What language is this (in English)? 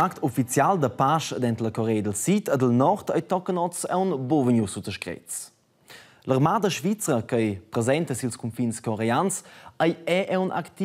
Romansh